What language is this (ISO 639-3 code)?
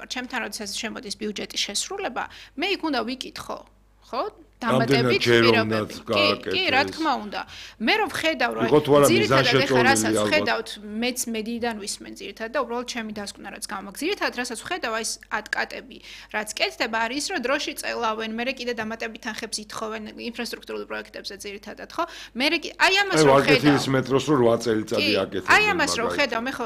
kat